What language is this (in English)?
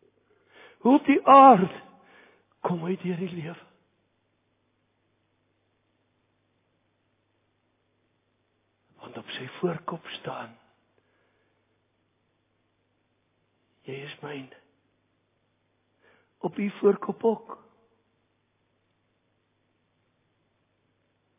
Afrikaans